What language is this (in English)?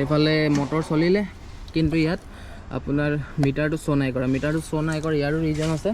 Assamese